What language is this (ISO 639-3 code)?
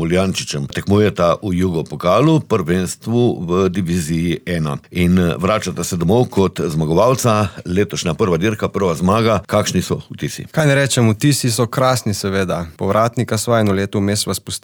slv